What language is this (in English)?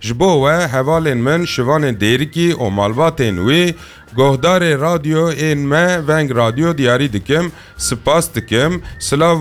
Kurdish